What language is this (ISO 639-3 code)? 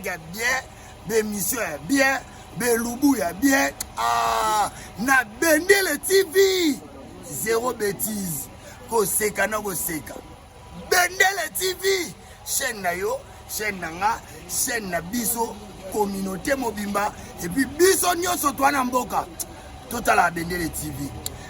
lin